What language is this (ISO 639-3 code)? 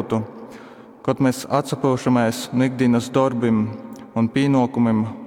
ltg